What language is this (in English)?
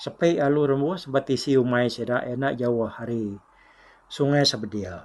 Iban